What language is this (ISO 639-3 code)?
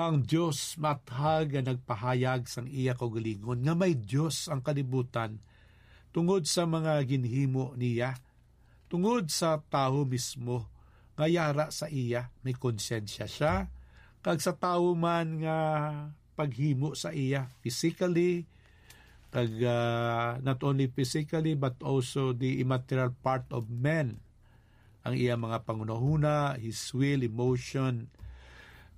hil